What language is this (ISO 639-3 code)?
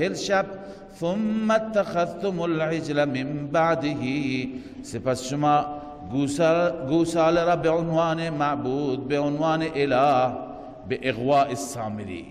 fas